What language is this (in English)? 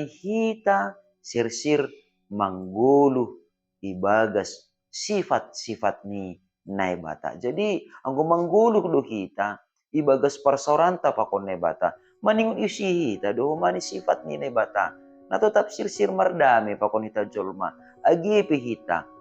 Batak Simalungun